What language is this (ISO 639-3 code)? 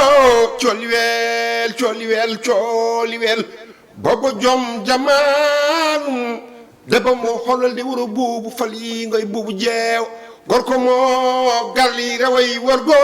ful